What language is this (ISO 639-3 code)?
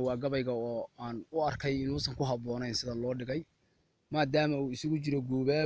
som